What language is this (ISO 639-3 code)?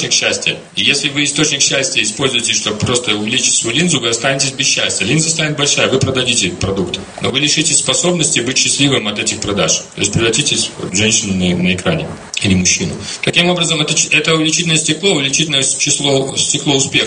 rus